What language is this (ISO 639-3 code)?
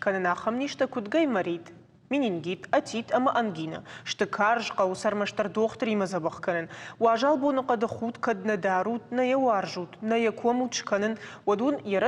oss